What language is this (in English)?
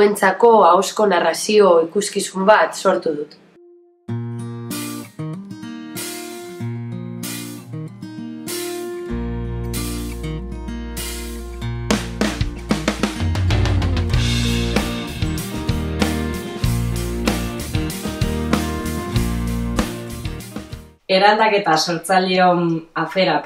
Basque